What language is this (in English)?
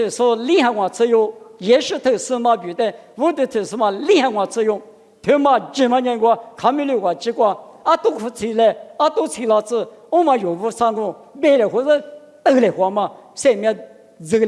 Lisu